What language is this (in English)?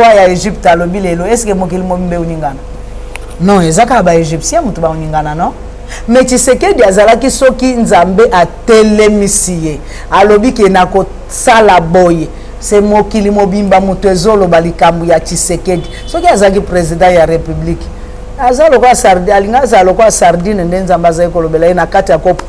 Lingala